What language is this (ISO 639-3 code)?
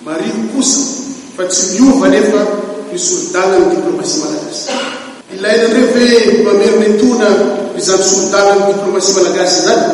mlg